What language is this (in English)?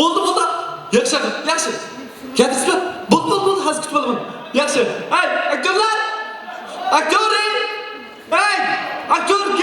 Kara-Kalpak